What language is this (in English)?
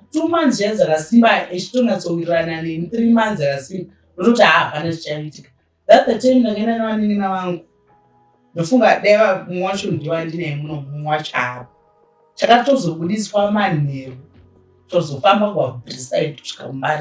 Shona